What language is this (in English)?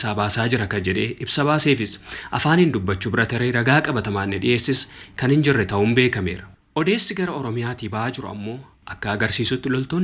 Oromo